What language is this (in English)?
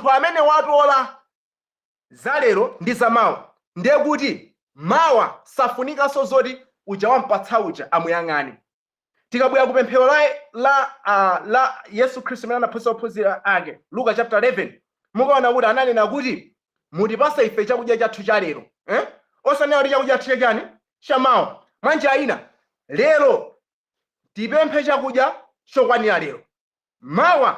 Nyanja